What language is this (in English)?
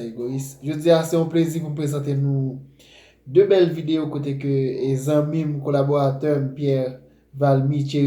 Haitian Creole